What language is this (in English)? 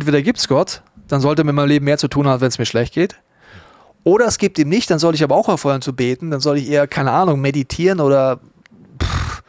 Swiss German